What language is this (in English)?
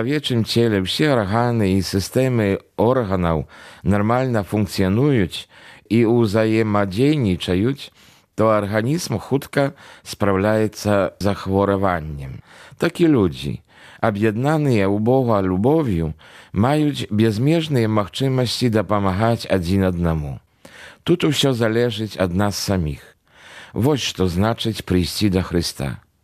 Belarusian